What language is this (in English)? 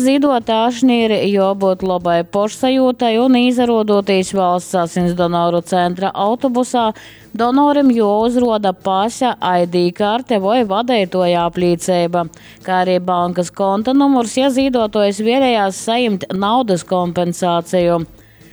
Latgalian